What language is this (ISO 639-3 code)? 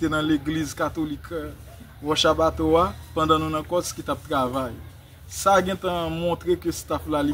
hat